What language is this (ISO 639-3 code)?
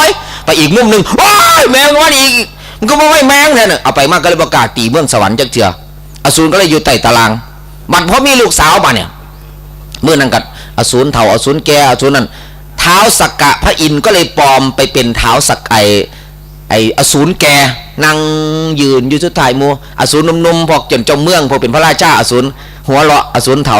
tts